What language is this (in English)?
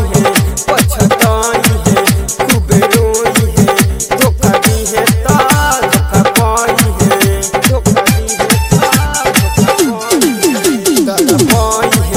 Bhojpuri